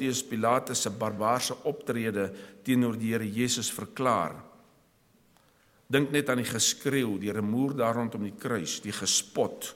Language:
Afrikaans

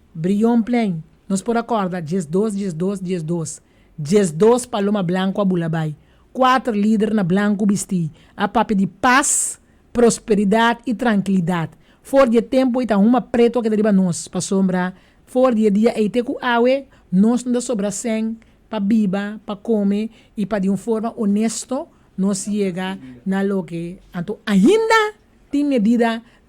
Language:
Papiamento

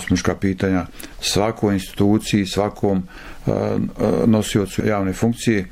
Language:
Bosnian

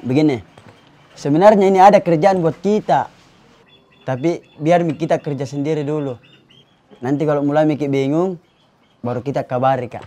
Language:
Makassar Malay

